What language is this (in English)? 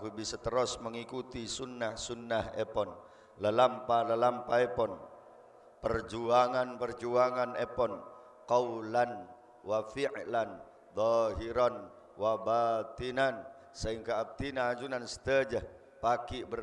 Madurese